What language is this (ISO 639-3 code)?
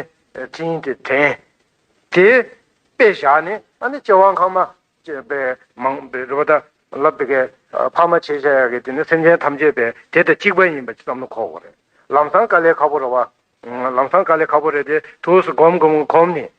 bod